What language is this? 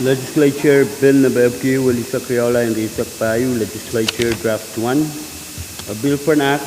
Pohnpeian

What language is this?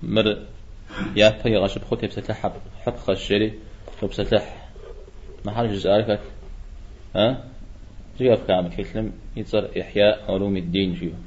Kabardian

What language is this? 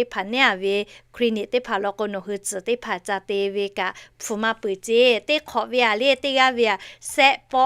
Lahu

